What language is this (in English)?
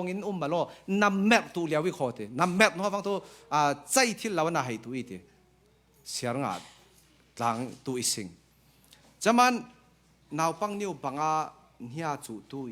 Falam Chin